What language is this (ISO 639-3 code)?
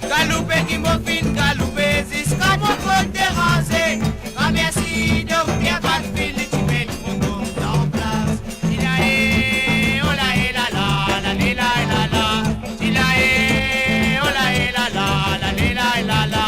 mfe